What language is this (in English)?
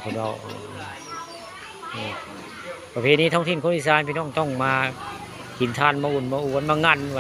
Northeastern Thai